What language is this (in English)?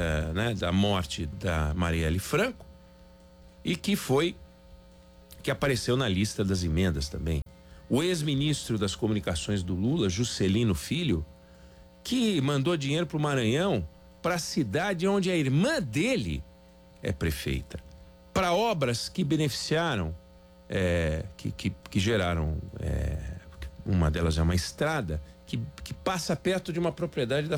Portuguese